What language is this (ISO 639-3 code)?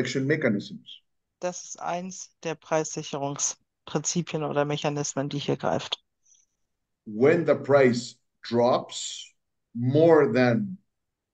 deu